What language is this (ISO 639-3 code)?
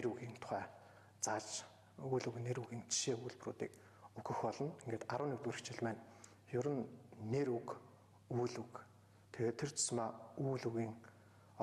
mon